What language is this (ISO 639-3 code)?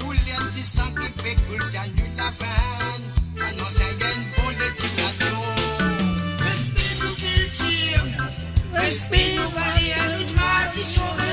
mfe